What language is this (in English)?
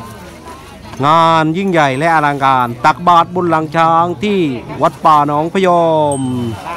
Thai